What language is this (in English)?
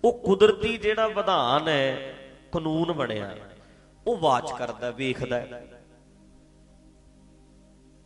Punjabi